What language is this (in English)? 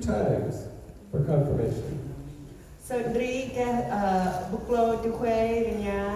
Central Mnong